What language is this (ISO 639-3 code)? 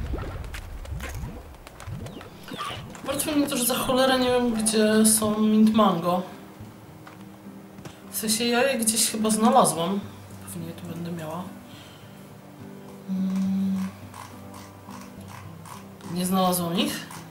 pol